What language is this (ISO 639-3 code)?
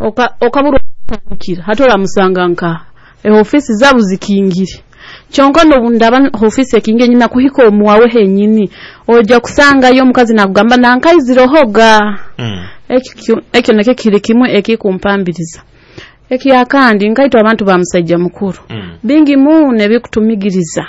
nyo